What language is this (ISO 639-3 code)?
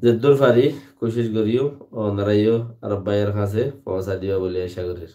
rhg